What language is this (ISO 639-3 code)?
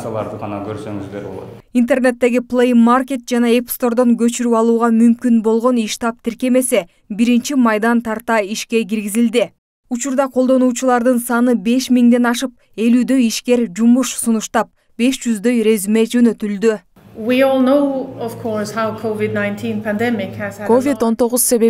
kir